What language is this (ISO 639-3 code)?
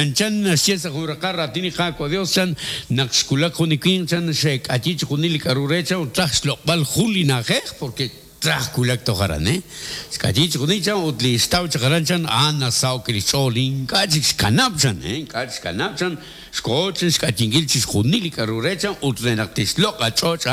kek